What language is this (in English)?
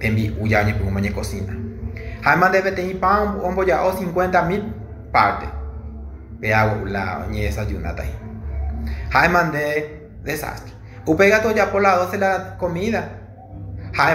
Guarani